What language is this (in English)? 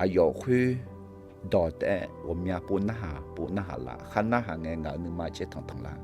Akha